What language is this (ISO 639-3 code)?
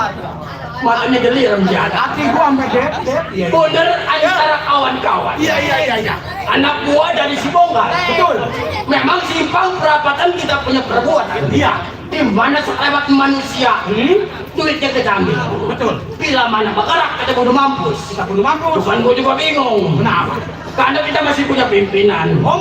bew